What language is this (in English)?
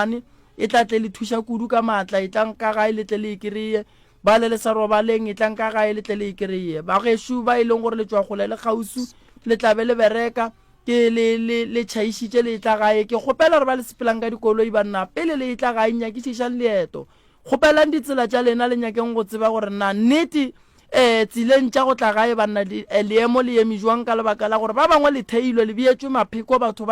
Northern Sotho